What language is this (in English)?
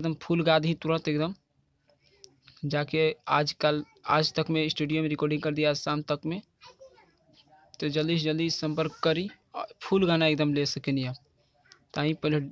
Bhojpuri